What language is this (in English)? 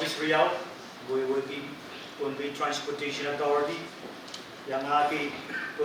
Pohnpeian